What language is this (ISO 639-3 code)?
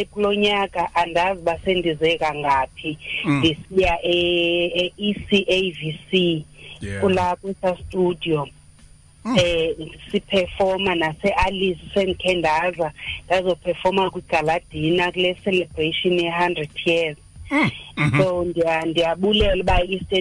xho